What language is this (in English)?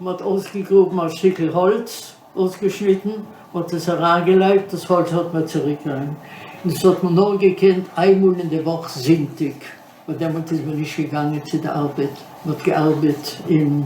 Yiddish